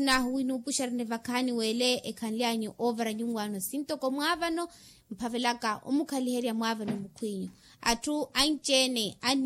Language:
Makhuwa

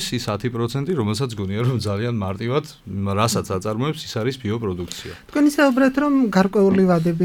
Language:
Georgian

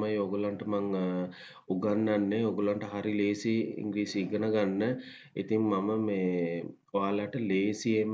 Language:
Sinhala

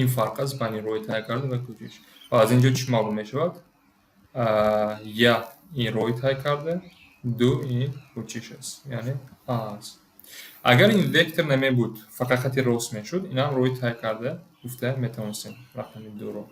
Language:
Tajik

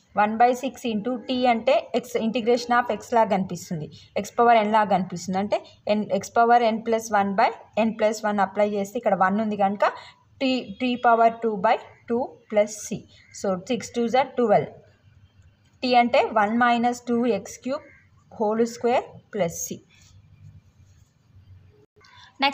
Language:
Telugu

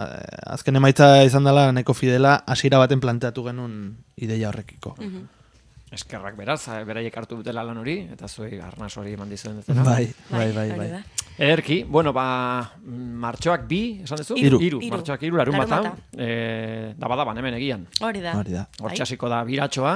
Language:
Basque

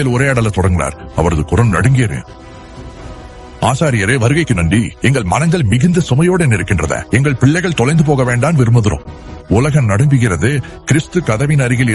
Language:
Tamil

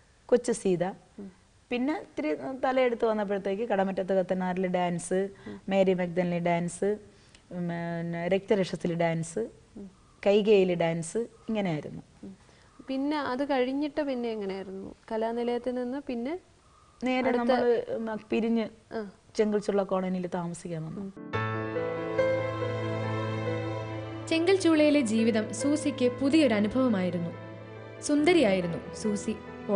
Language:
Malayalam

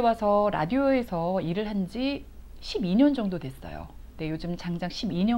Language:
Korean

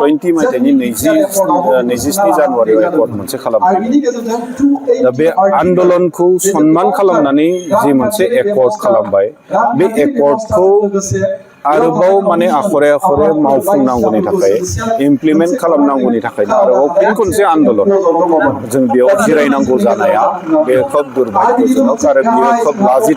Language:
Bodo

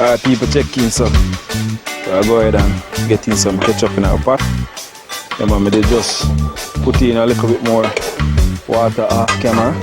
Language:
Jamaican Creole English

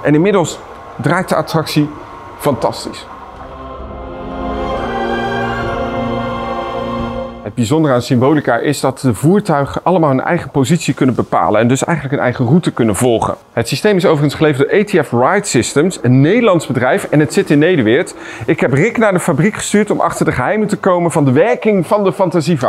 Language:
Dutch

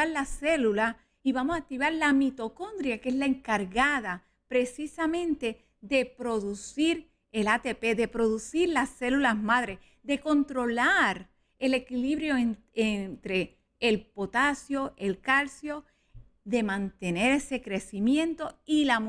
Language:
Spanish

